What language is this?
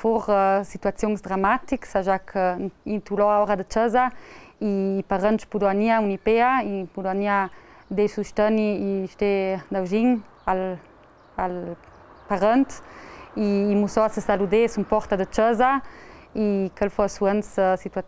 Ladin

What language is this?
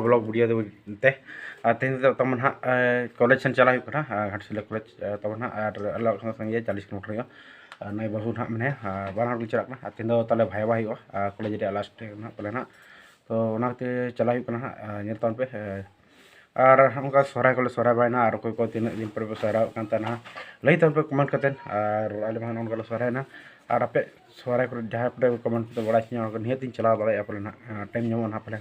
Santali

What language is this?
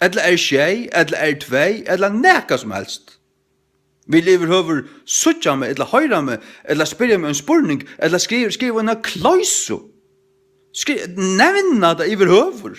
Faroese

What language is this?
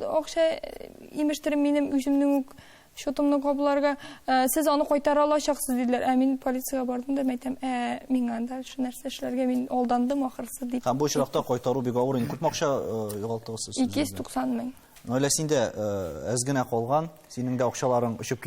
Tatar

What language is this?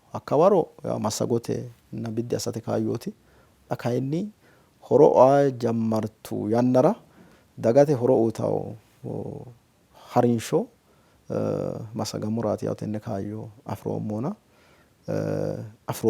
Sidamo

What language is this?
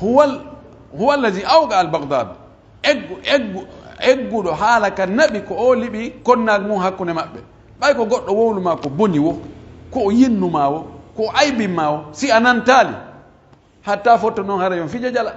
Pular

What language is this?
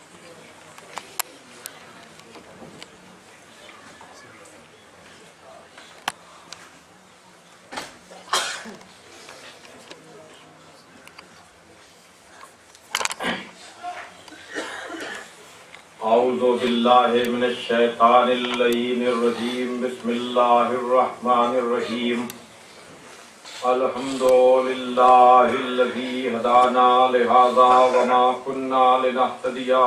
Urdu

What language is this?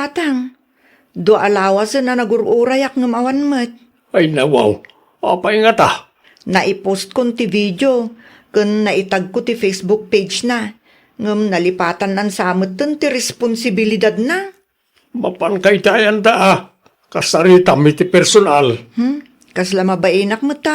Iloko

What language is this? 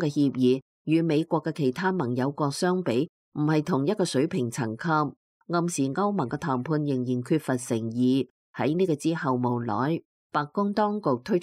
Cantonese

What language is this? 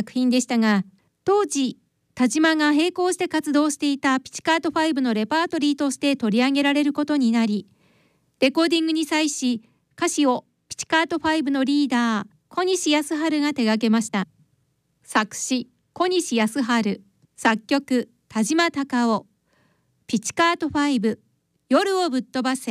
Japanese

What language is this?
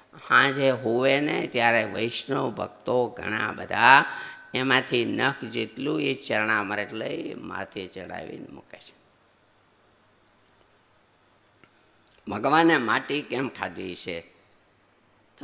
Gujarati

